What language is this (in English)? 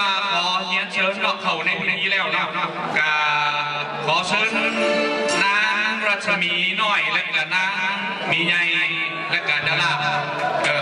Lao